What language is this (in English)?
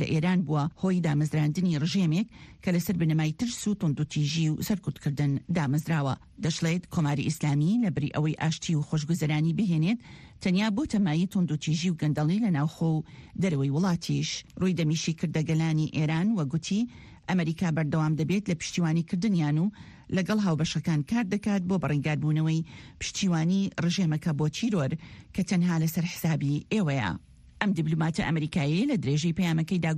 Central Kurdish